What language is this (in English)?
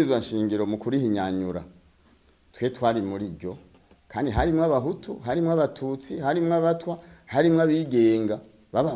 Rundi